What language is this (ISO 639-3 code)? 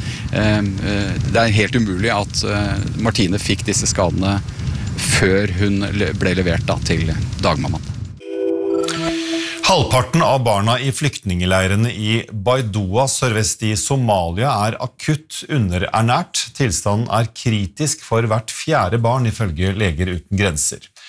nor